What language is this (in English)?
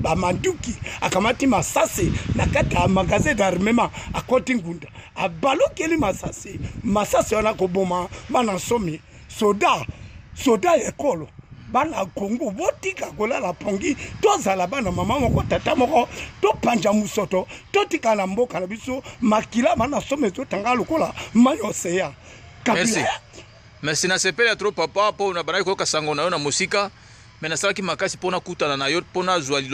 Lingala